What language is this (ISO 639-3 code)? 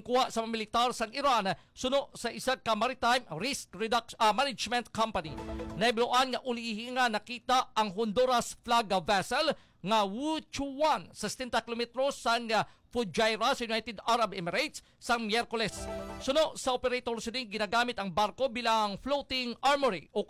hil